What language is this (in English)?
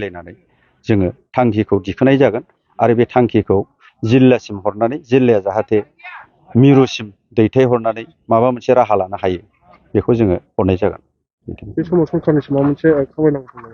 Bodo